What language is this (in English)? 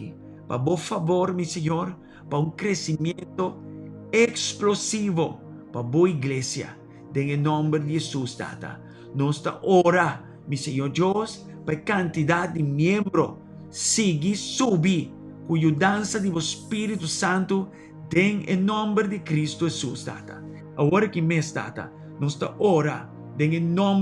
Papiamento